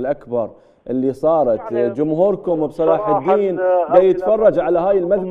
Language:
Mesopotamian Arabic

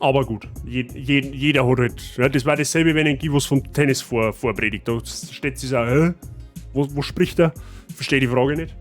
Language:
Bavarian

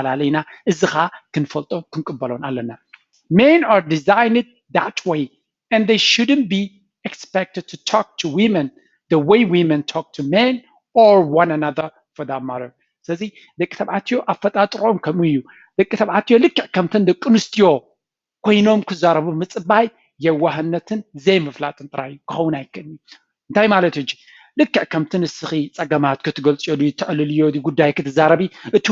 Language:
Tigrinya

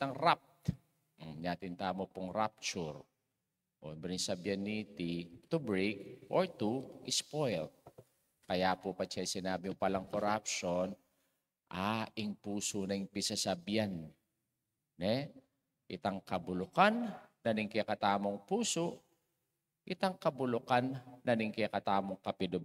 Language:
Pampanga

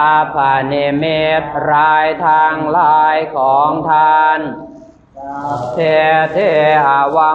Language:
Pali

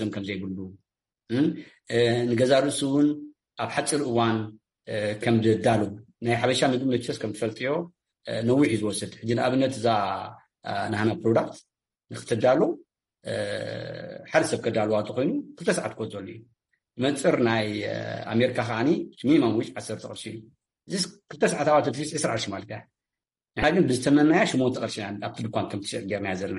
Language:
Tigrinya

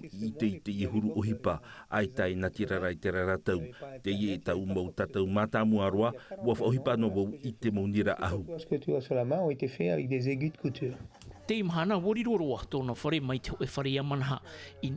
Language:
Tahitian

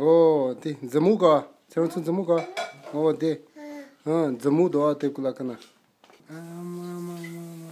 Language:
Tibetan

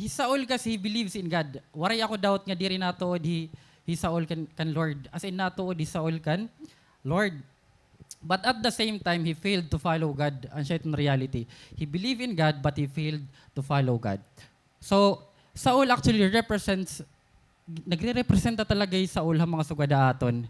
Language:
Waray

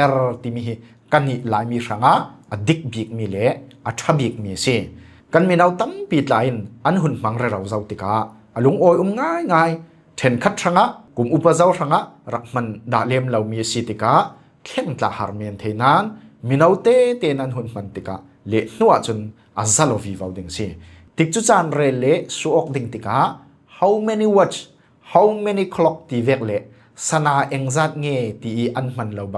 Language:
Falam Chin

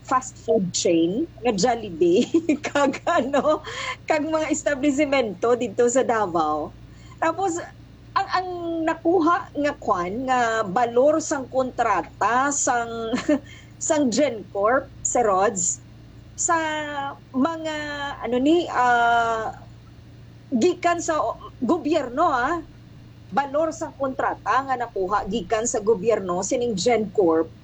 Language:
Hiligaynon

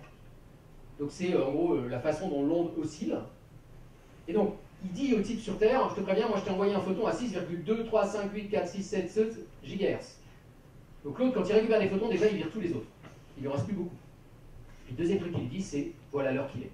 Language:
French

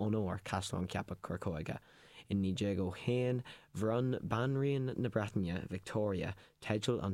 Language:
Irish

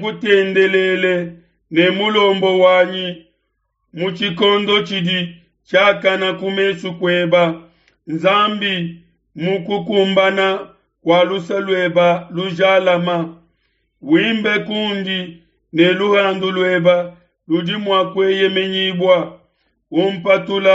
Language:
Luba-Lulua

